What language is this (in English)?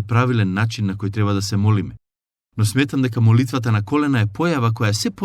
Macedonian